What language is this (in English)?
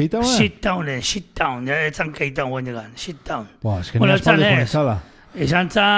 Basque